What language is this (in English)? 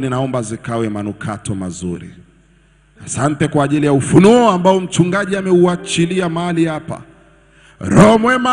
Swahili